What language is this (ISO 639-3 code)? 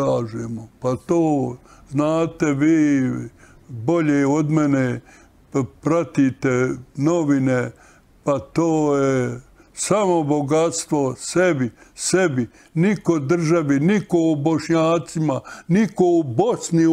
bos